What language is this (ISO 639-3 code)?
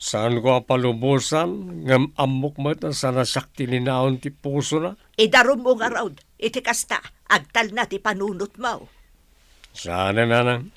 ilo